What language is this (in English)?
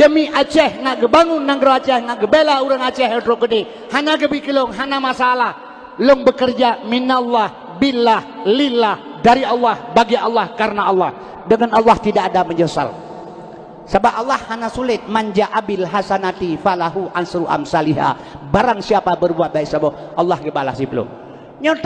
Achinese